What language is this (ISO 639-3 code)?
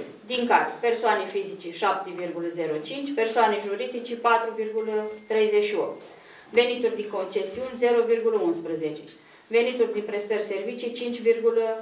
ron